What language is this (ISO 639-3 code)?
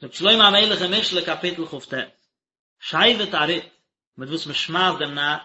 yid